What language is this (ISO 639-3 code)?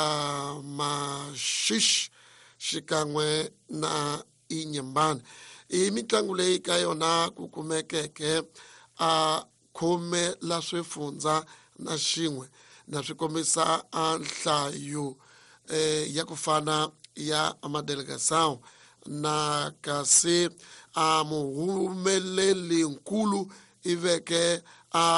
tso